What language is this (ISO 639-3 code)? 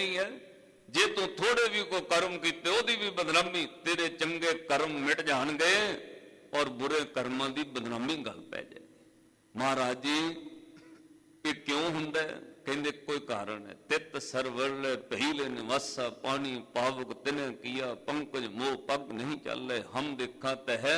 pan